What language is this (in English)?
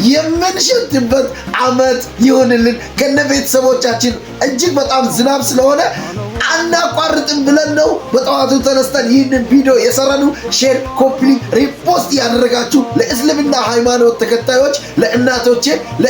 Amharic